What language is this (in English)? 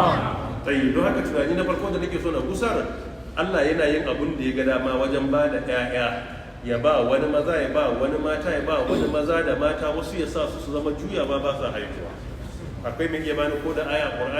Hausa